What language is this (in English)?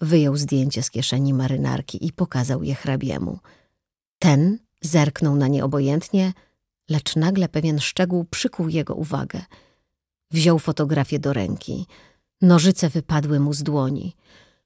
Polish